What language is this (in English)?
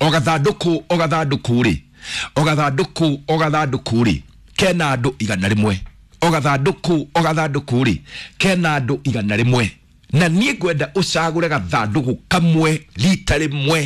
Kikuyu